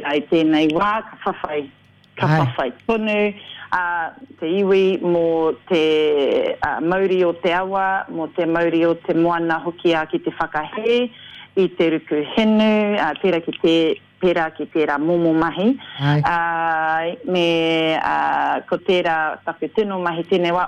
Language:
Māori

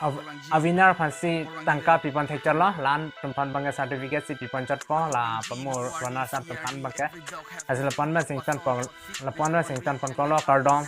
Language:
Karbi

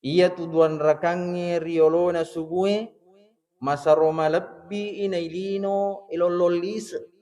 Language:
Buginese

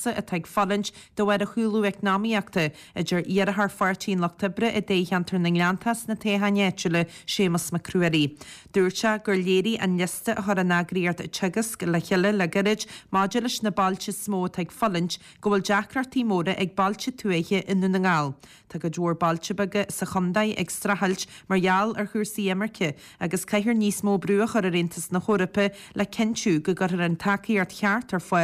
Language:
Irish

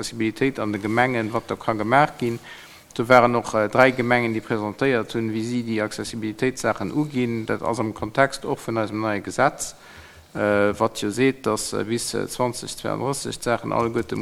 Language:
Luxembourgish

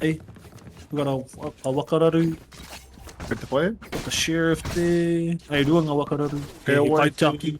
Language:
Māori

